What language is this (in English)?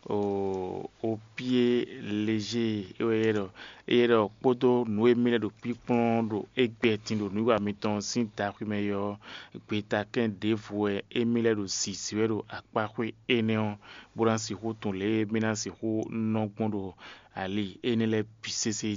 Fon